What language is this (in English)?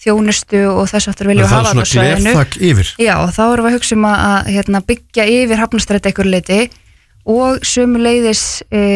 Icelandic